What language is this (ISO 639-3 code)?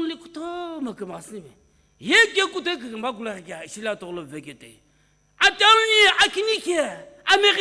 nsm